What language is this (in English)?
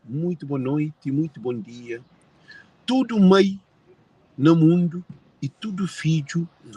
Kabuverdianu